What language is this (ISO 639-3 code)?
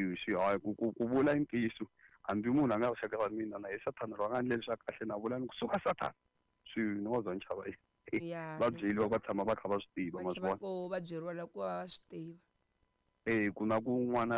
tso